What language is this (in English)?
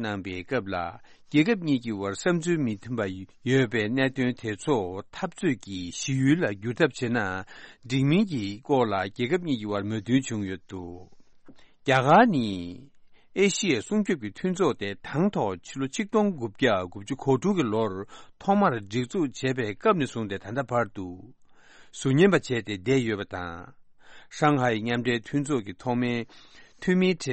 Tibetan